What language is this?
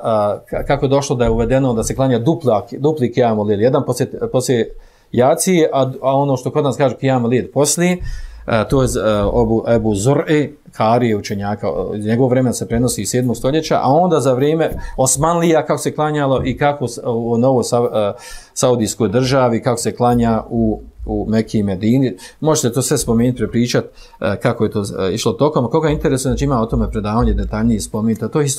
Bosnian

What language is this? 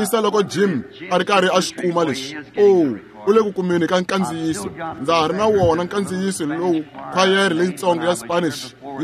Tsonga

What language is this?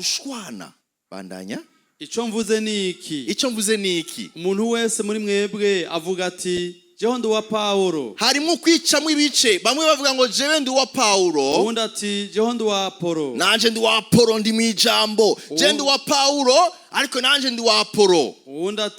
Rundi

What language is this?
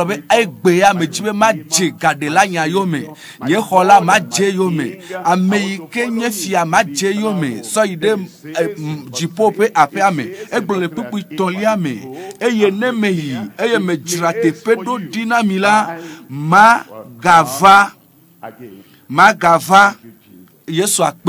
Ewe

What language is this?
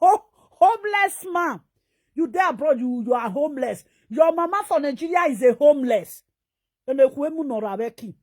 Nigerian Pidgin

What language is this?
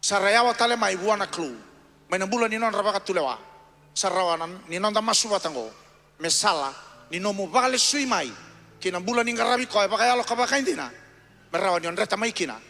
Fijian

